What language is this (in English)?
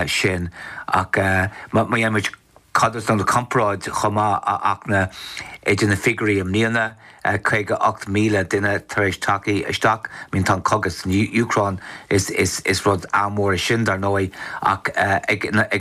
Irish